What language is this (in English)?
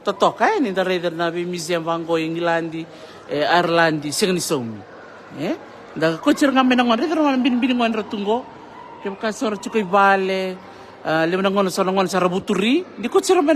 Fijian